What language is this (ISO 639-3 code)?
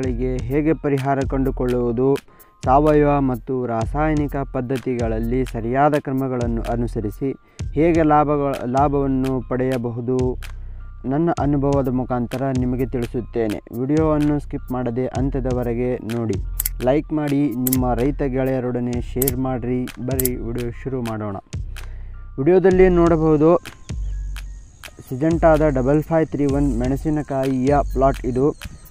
kan